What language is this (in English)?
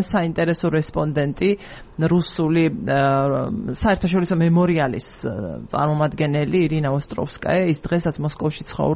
Georgian